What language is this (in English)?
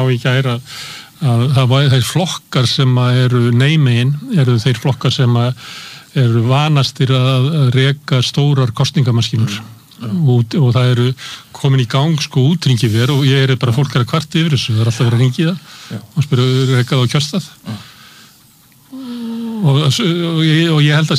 Icelandic